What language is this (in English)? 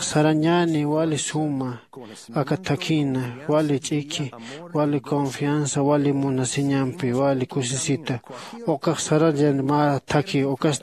Aymara